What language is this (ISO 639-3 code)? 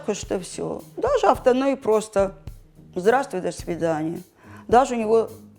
oss